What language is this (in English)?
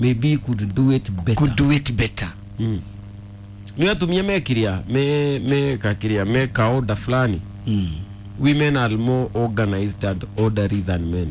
Kikuyu